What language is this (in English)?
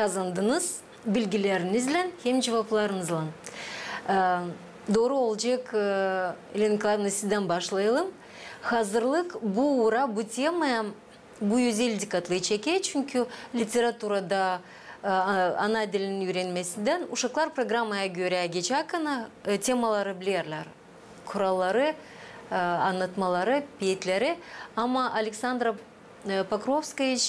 Gagauz